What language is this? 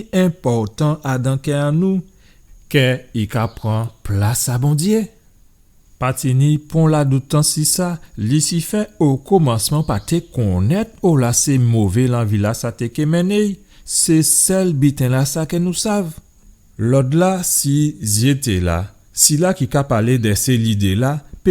Guadeloupean Creole French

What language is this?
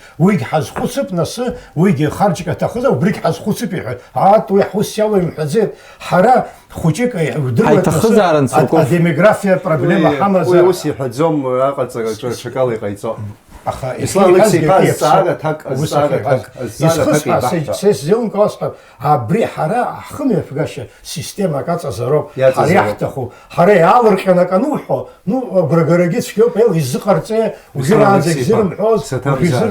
Abkhazian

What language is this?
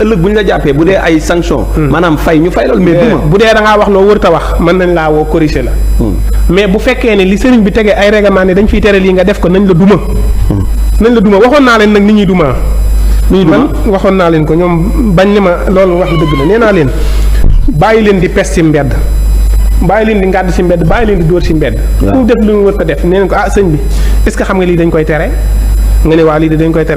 Wolof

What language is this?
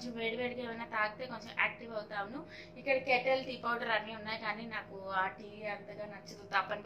Telugu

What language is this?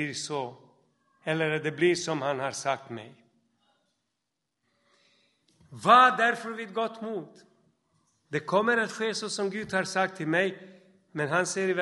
Swedish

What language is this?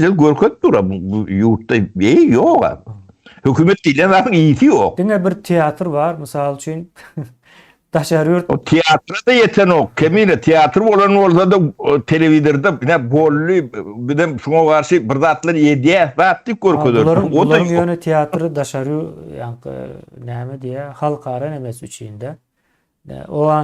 Turkmen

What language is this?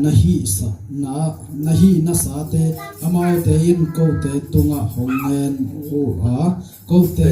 Tedim Chin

